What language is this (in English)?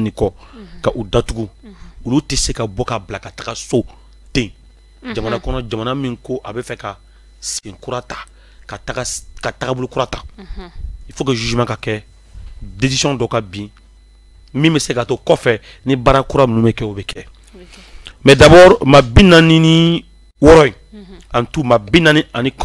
Bambara